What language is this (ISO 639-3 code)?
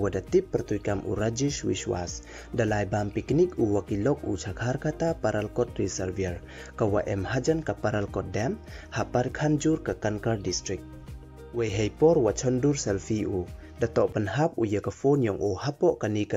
pbv